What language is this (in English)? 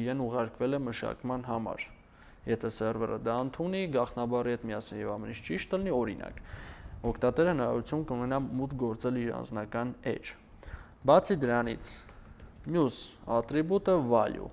Armenian